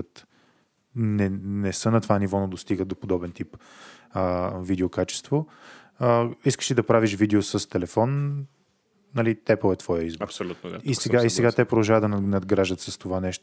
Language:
Bulgarian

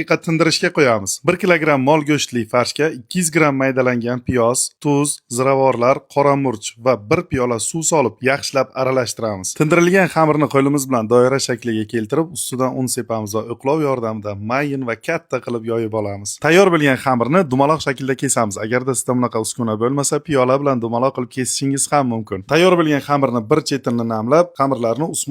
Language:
Uzbek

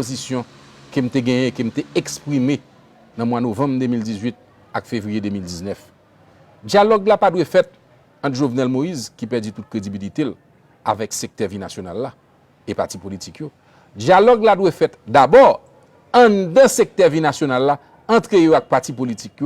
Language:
Haitian Creole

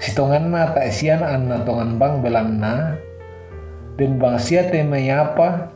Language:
Toraja-Sa'dan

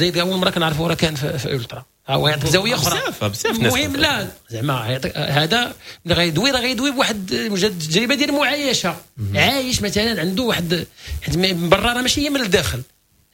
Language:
Moroccan Arabic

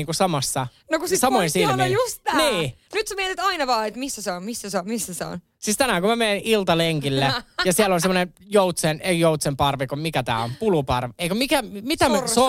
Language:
Finnish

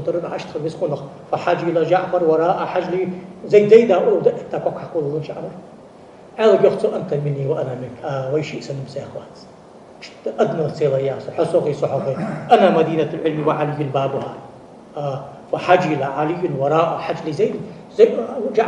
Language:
Ingush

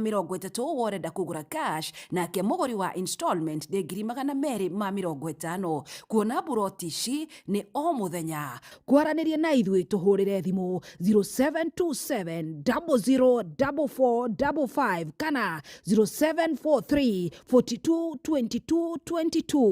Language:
Kikuyu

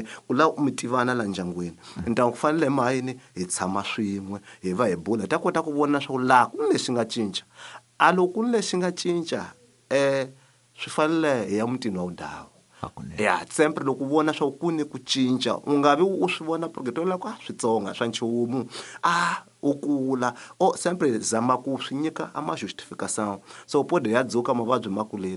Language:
Tsonga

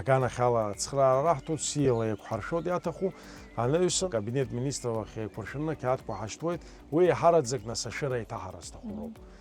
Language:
Abkhazian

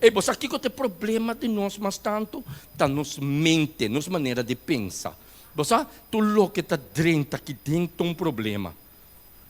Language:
Papiamento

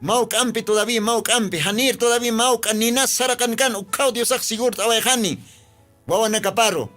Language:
Aymara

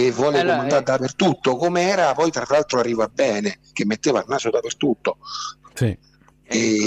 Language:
Italian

